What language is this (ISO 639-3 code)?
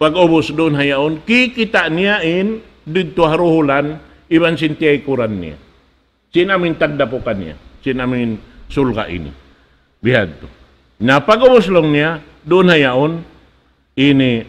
tsg